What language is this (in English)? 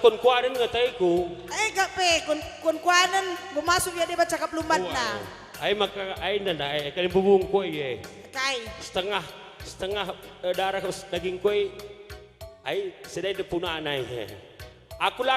Batak Karo